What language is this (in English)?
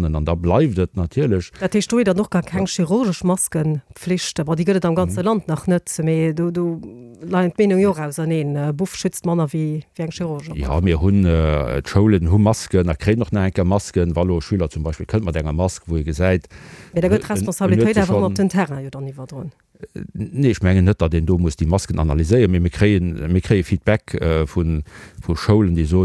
Luxembourgish